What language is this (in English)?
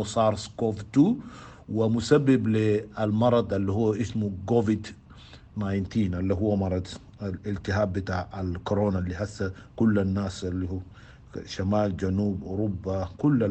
Sudanese Arabic